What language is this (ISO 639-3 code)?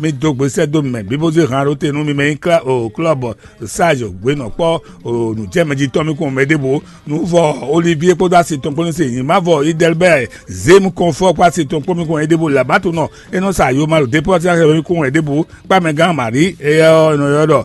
fon